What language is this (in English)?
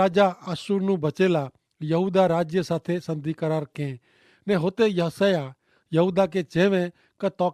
Kachhi